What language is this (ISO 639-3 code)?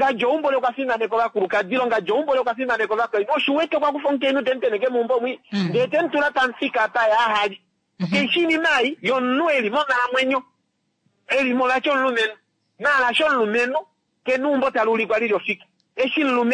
kua